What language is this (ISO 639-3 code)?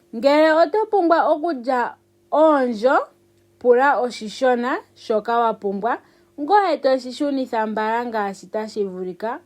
ndo